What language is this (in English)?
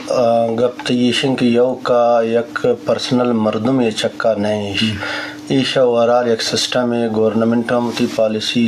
Eastern Balochi